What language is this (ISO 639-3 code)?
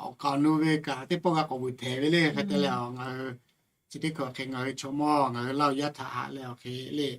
lhu